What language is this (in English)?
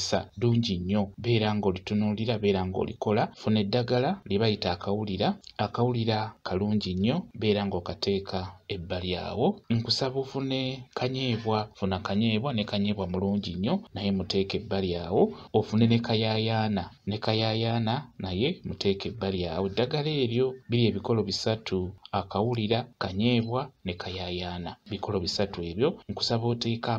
Ganda